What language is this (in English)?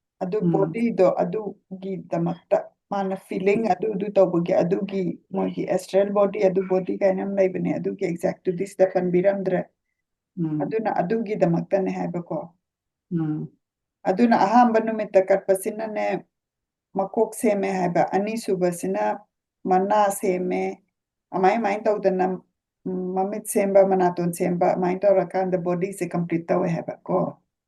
Manipuri